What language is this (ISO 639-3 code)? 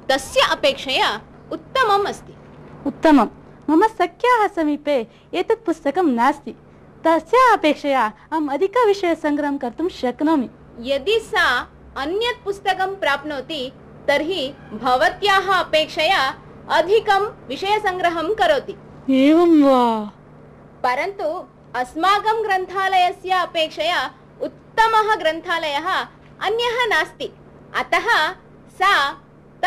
san